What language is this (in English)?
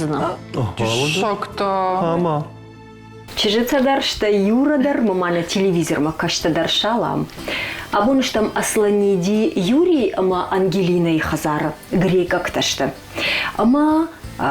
Ossetic